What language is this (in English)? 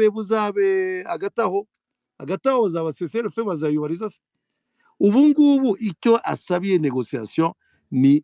Kinyarwanda